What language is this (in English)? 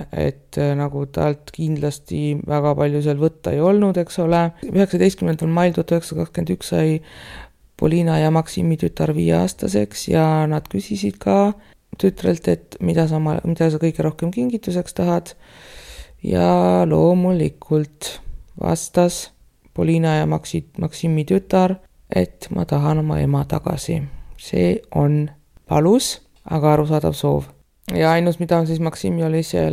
Estonian